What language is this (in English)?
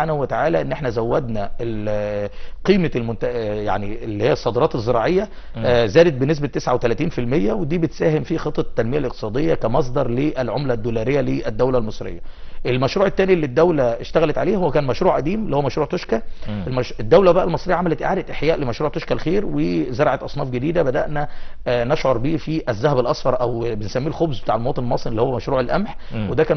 Egyptian Arabic